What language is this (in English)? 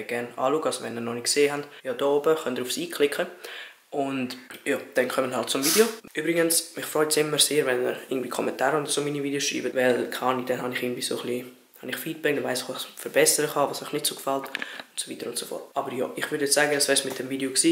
Swiss German